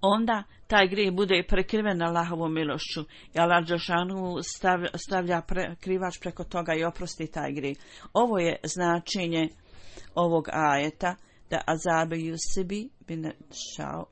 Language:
Bosnian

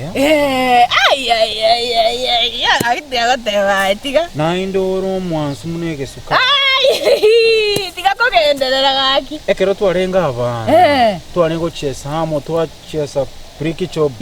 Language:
Gusii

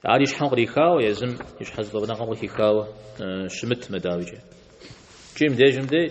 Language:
Kabardian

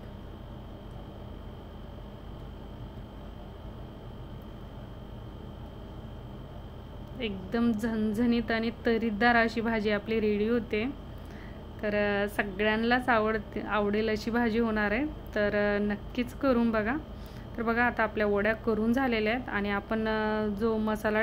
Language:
Marathi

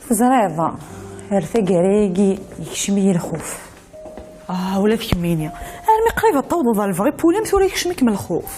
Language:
Kabyle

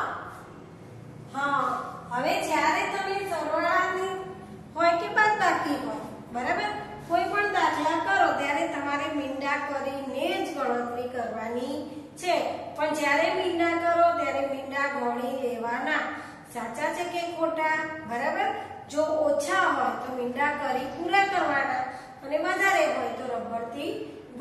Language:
Gujarati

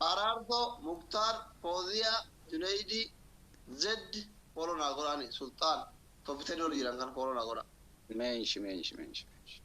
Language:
Oromo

